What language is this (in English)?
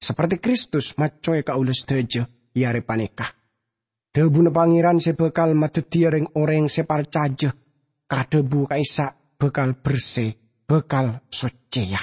Madurese